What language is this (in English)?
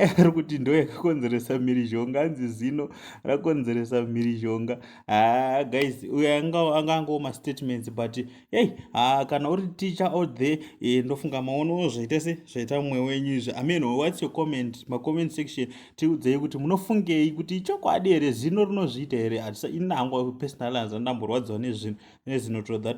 Shona